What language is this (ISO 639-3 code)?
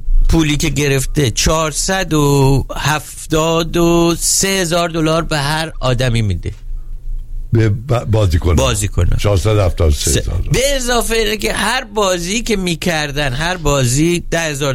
fas